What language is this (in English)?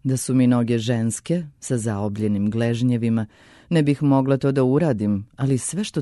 Serbian